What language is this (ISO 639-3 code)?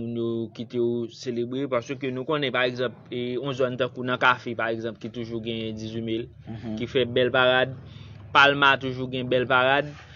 hat